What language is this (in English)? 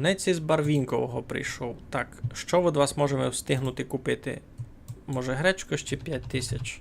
Rusyn